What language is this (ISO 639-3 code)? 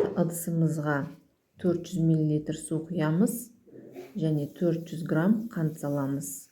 kaz